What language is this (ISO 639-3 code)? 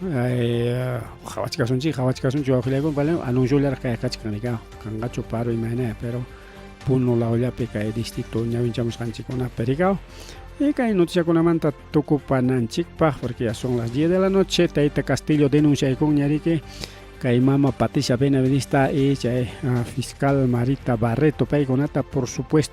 quy